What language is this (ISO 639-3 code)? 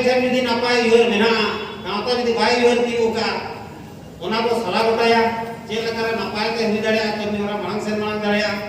sat